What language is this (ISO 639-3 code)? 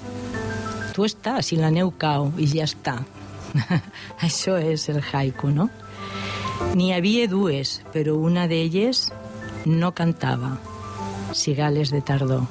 cat